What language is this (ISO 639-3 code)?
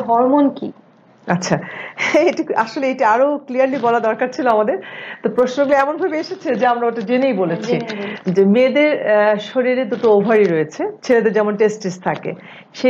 ben